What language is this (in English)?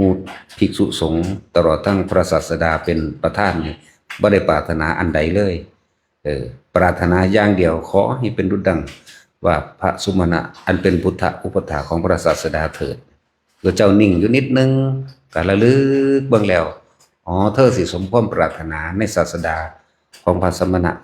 Northeastern Thai